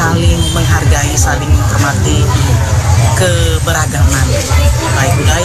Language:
Indonesian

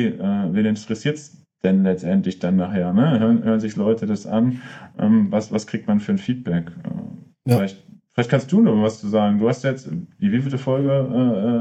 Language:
German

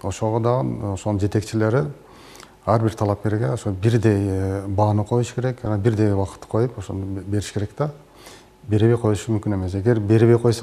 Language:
Kyrgyz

